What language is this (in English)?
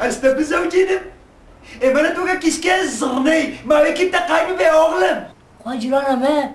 Kurdish